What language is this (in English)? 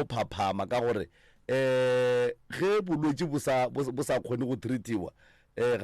Northern Sotho